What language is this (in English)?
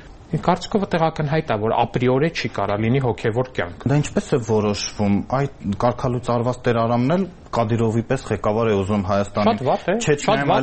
Armenian